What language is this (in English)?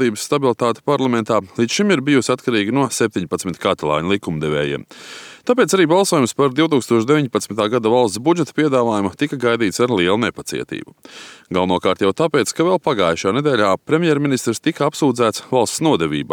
Latvian